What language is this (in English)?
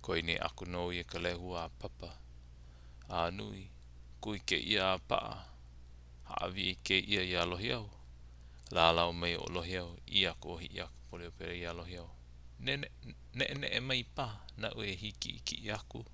Hawaiian